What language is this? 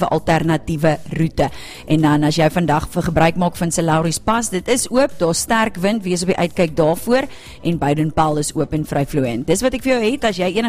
Afrikaans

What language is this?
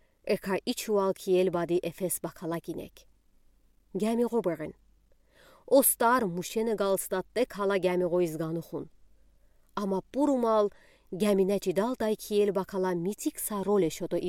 Udi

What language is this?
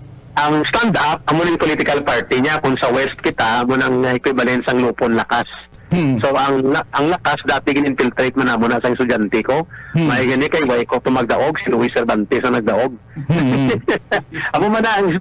Hiligaynon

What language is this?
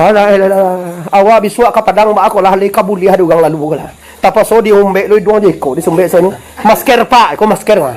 Minangkabau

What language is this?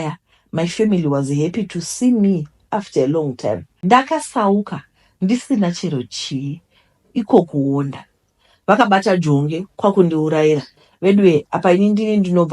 Shona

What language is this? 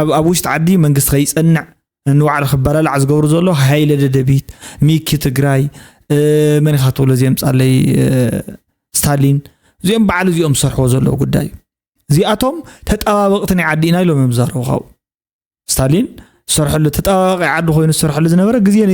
Tigrinya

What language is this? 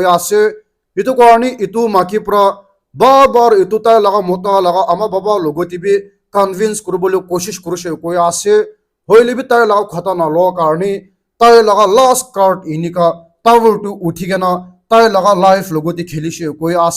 Naga Pidgin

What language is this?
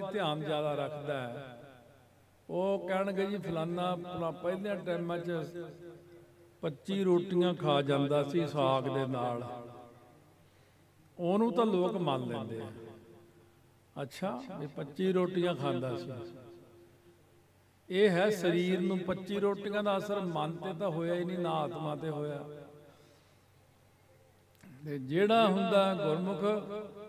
Punjabi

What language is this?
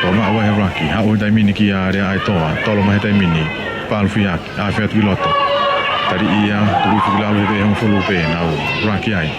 Tongan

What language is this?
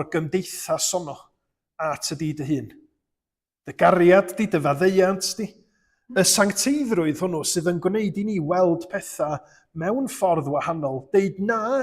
Welsh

